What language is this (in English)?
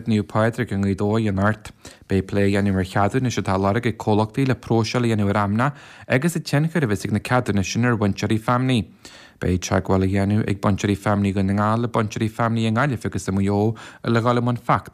Irish